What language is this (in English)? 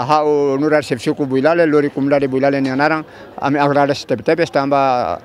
Tetum